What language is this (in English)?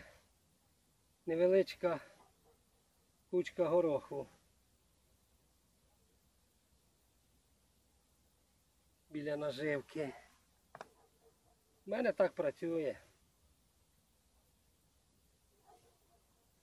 Ukrainian